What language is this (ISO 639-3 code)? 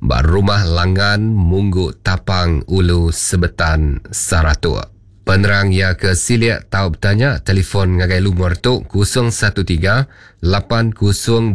iba